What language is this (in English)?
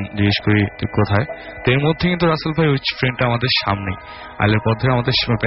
Bangla